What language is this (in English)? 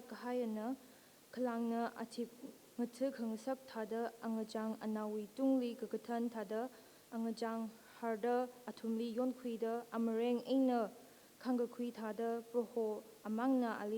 Tangkhul Naga (India)